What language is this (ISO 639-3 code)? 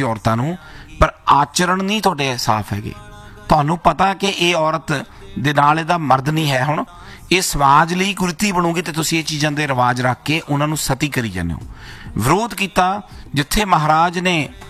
pan